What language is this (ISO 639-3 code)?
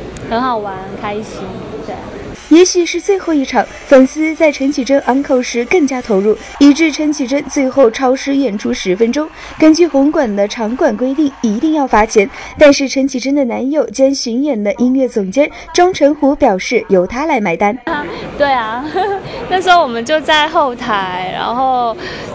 zho